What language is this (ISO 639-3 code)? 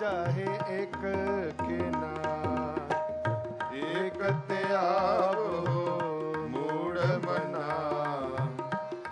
pan